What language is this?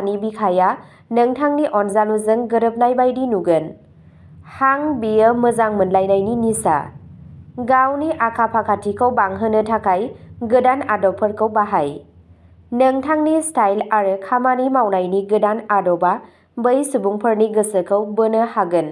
Bodo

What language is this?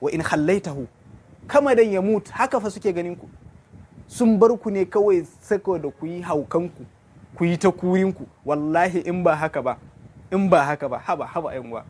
Hausa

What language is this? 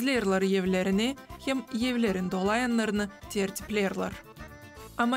Gagauz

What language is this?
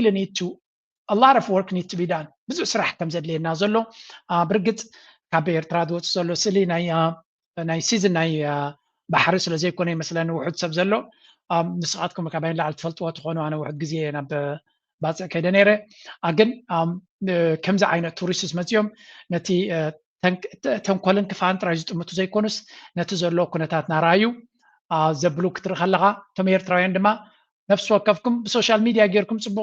Tigrinya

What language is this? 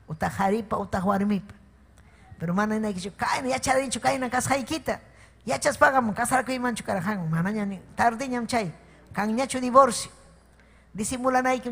Ayacucho Quechua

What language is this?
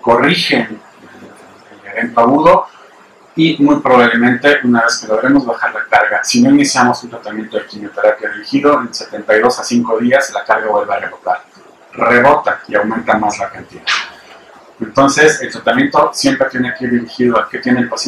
Spanish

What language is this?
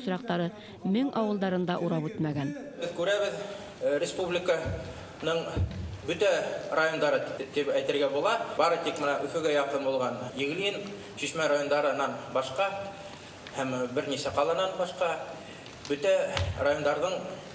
Bashkir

